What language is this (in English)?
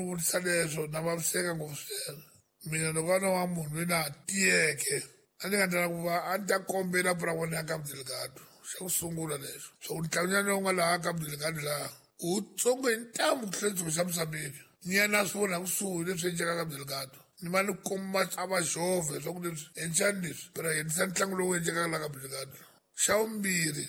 Tsonga